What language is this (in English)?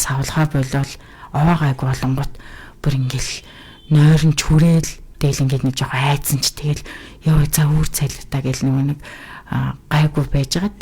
Mongolian